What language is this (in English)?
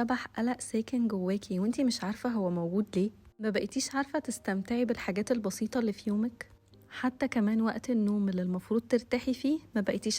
Egyptian Arabic